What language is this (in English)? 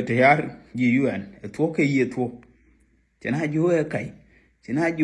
Nuer